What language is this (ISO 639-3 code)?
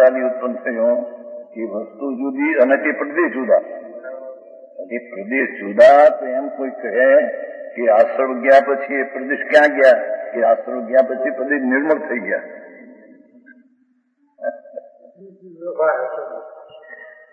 guj